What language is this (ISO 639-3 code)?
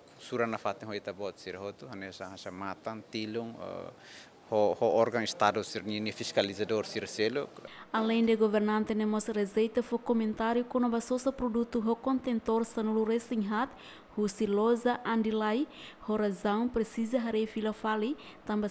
tet